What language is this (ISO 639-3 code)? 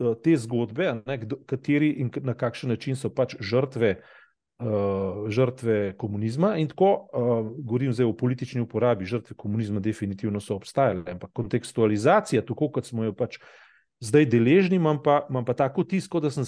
slv